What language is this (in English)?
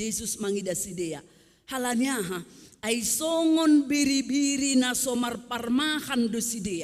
Batak Simalungun